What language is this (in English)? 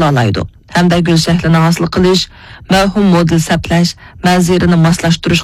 Uyghur